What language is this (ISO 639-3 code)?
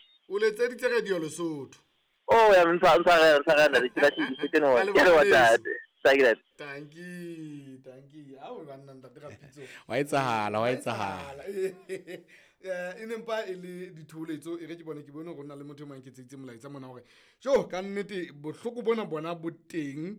sot